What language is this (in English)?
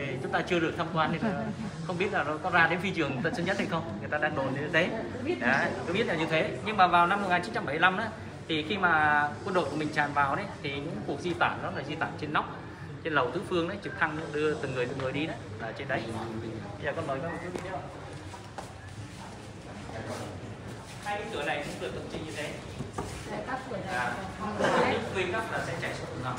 Vietnamese